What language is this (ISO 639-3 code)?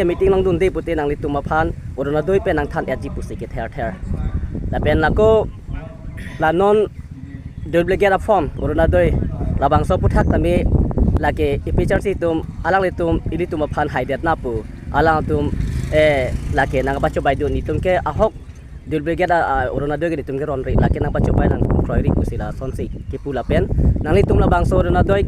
mjw